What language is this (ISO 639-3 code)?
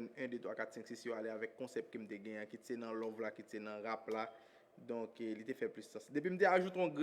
hat